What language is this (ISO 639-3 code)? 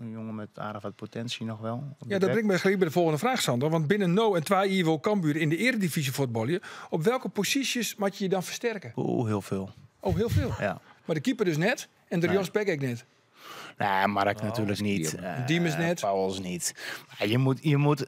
fry